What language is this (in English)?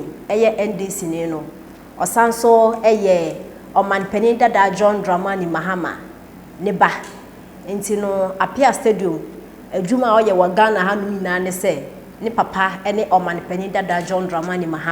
Akan